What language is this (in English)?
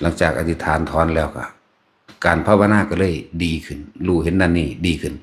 Northeastern Thai